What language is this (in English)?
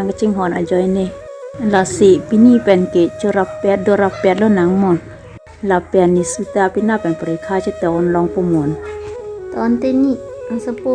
Karbi